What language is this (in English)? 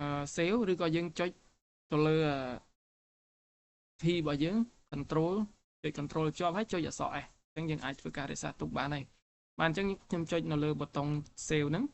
Khmer